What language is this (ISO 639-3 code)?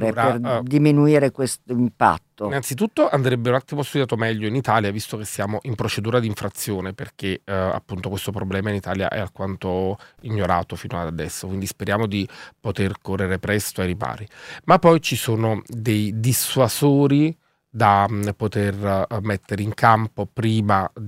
ita